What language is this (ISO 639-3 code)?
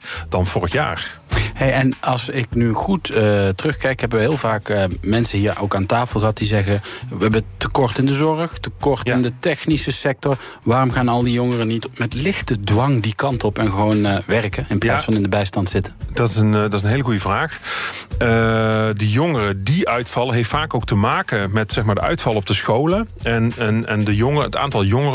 nld